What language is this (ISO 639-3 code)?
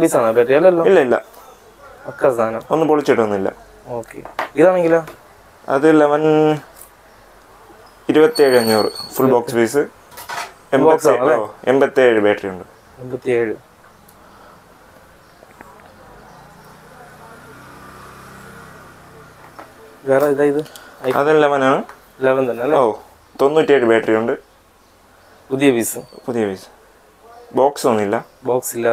mal